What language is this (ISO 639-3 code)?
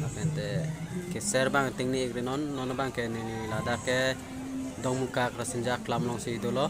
mjw